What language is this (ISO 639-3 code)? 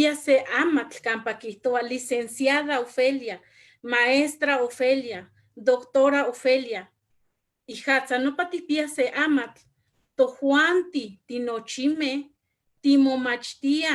nhe